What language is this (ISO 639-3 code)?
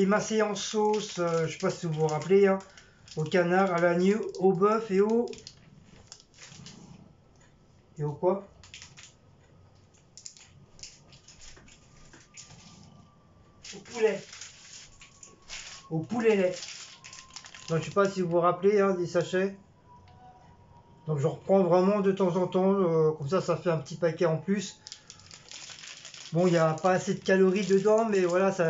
fra